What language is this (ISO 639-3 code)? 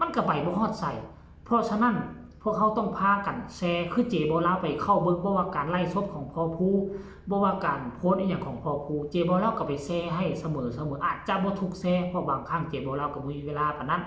tts